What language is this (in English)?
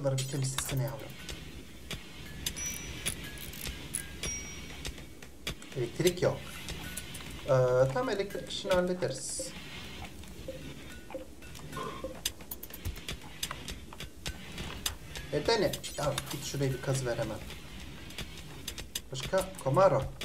Turkish